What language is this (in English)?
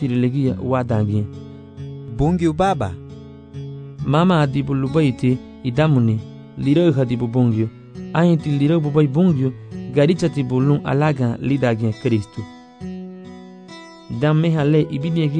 Garifuna